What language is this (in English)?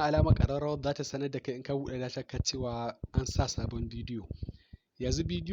Hausa